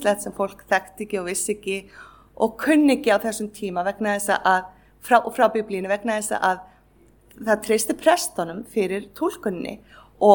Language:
Icelandic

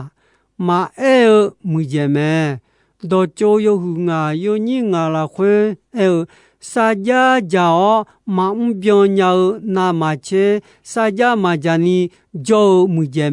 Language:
Akha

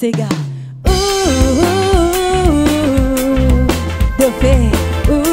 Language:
Réunion Creole French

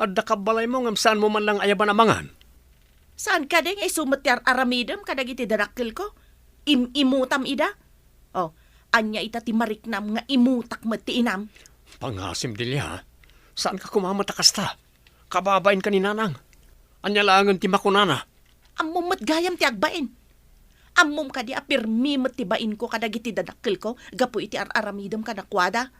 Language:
Iloko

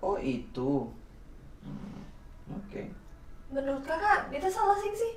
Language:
Ambonese Malay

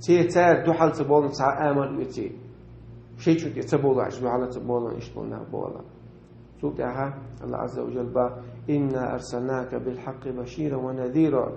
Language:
Chechen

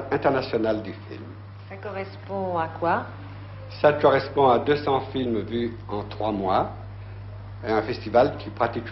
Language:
French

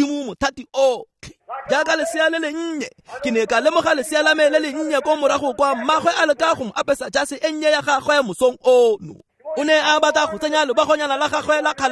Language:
Tswana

